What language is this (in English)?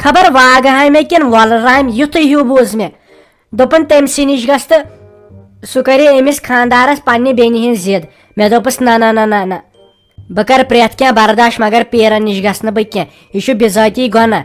Kashmiri